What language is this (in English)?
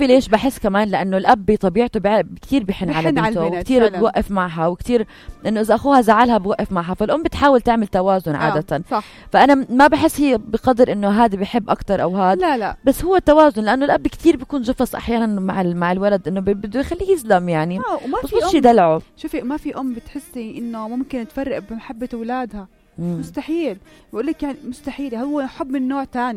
North Levantine Arabic